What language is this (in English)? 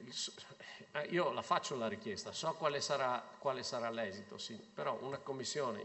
Italian